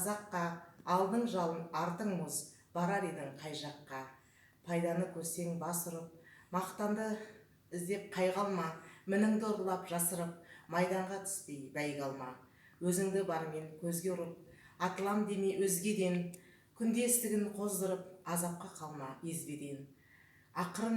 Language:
Kazakh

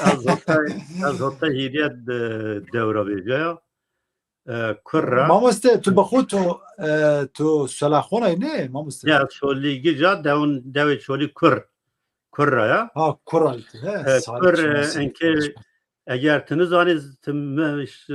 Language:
Zaza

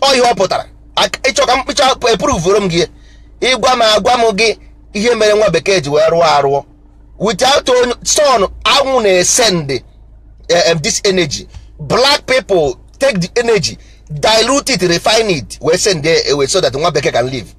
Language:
Igbo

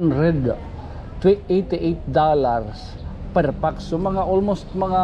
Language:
Waray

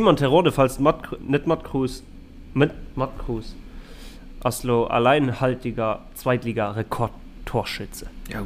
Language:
Luxembourgish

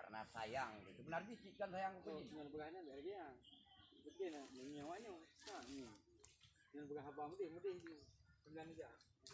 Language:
Achinese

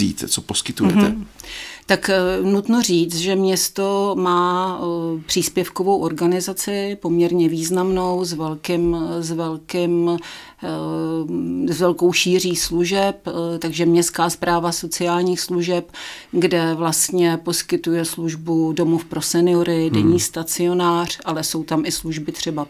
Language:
Czech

